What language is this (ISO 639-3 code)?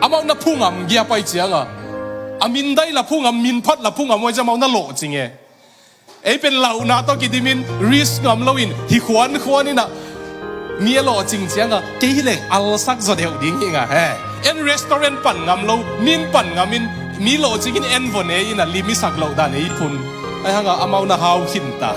ctd